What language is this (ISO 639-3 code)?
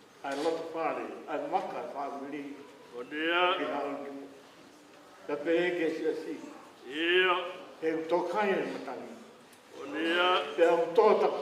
ton